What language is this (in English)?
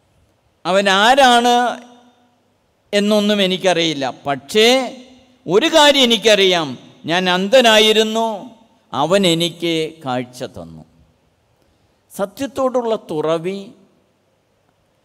Malayalam